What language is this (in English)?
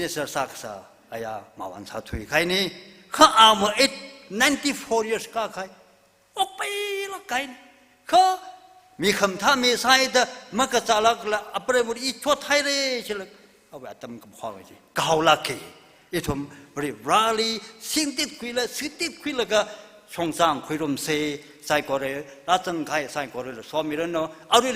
Tangkhul Naga (India)